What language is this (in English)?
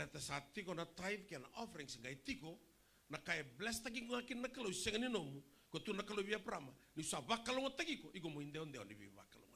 Fijian